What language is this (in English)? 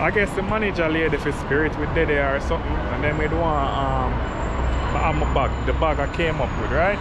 Jamaican Creole English